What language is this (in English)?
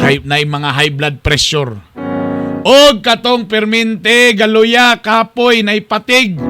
Cebuano